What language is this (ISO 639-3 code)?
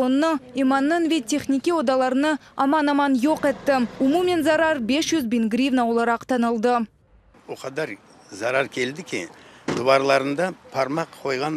crh